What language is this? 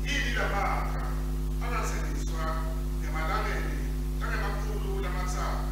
Swati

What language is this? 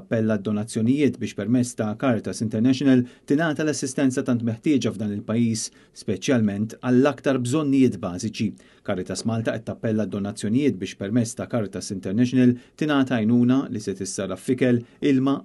Maltese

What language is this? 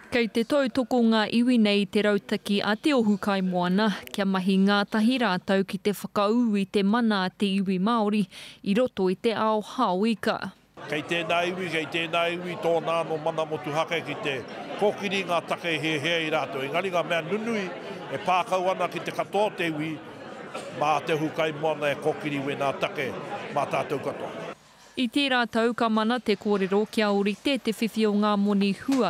Māori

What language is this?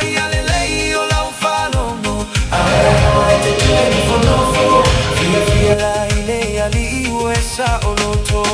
Samoan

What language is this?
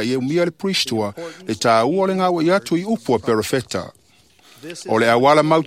Samoan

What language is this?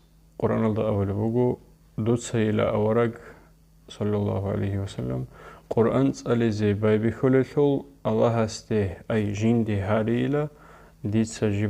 Avaric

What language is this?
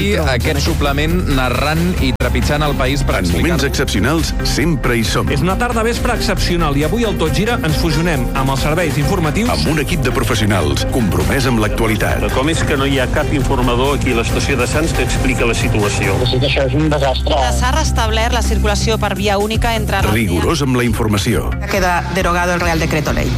Catalan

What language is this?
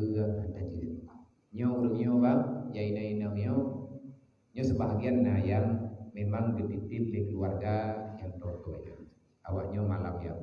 Achinese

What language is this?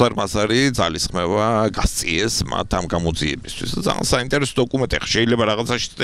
Georgian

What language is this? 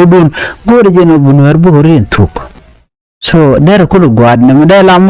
Nuer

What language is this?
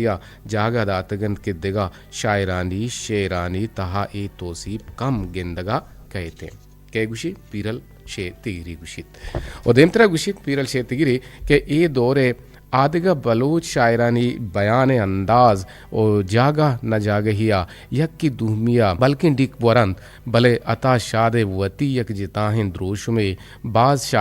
Eastern Balochi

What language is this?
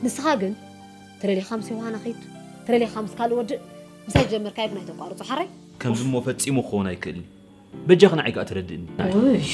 Tigrinya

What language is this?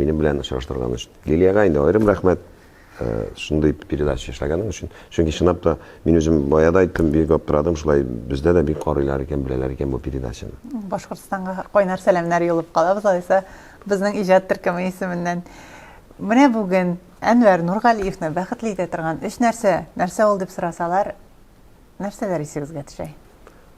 Tatar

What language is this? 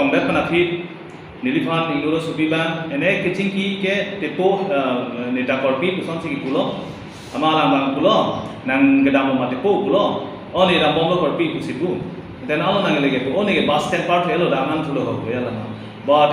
Karbi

